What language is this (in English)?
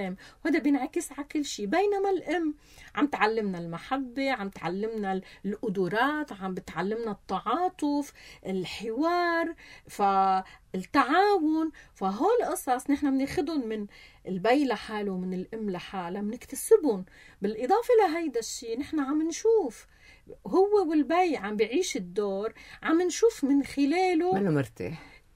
North Levantine Arabic